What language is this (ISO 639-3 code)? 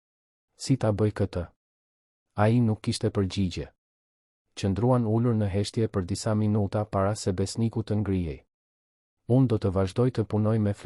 sqi